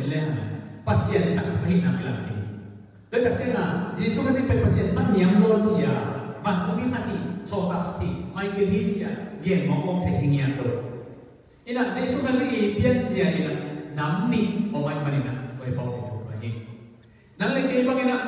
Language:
Tedim Chin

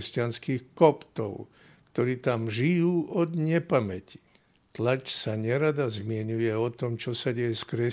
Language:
Slovak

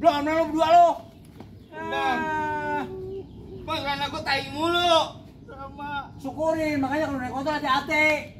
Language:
Betawi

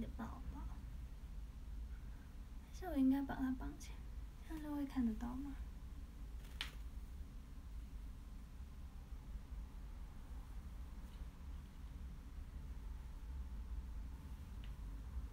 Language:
Chinese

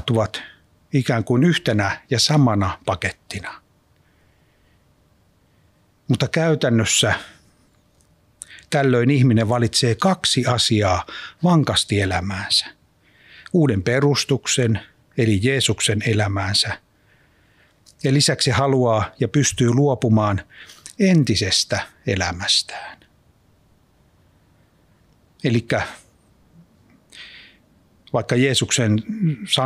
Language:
Finnish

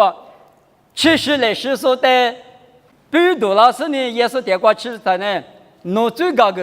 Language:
Lisu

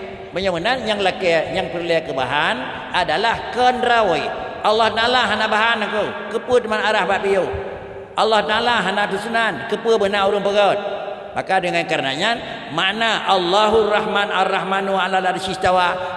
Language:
Achinese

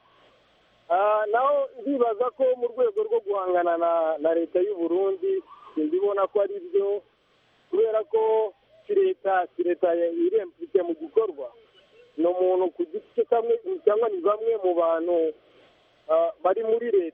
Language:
Kinyarwanda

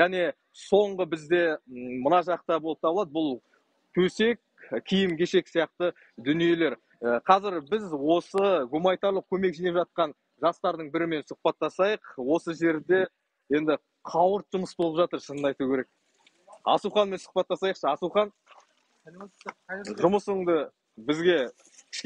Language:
Kazakh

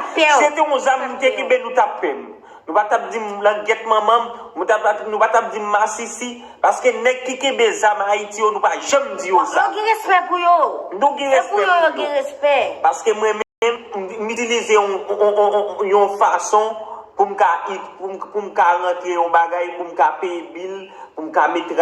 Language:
Haitian Creole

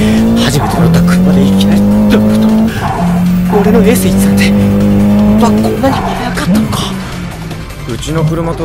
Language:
Japanese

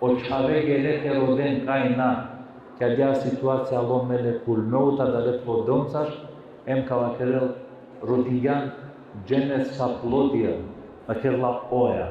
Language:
Balkan Romani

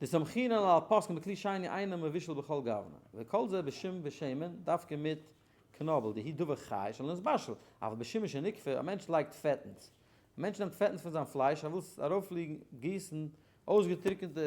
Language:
Yiddish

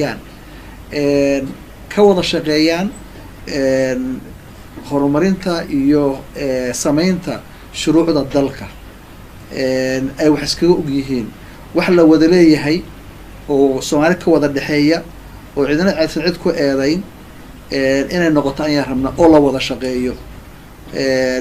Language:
Somali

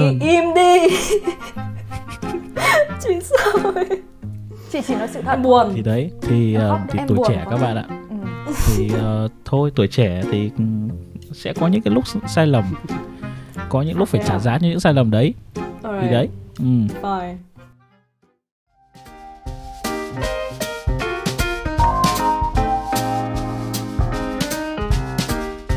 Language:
Vietnamese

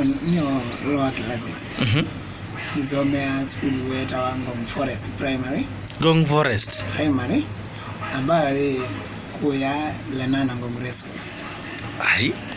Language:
Swahili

